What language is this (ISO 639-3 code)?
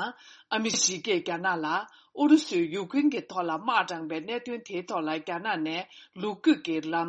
bod